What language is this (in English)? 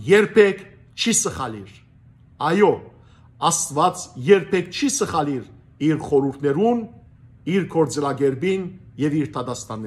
Western Armenian